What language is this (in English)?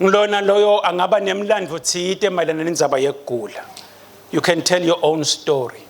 Swati